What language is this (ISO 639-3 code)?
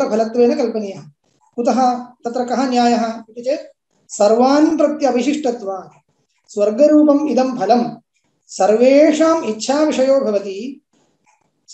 san